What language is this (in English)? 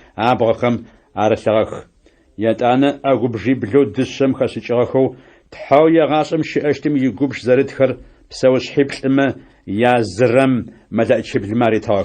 Adyghe